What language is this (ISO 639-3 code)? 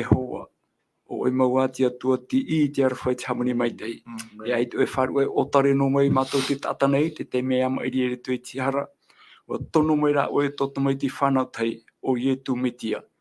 tah